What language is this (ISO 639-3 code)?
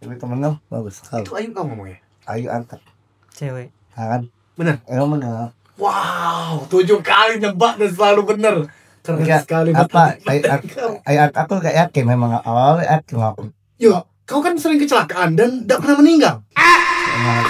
mui